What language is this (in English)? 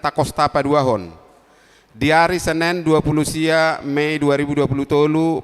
Batak Toba